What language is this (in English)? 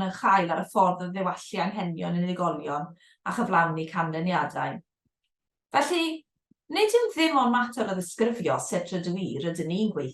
Welsh